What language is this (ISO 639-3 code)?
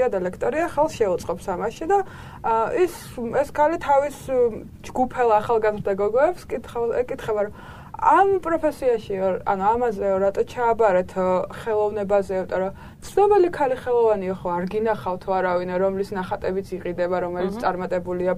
kat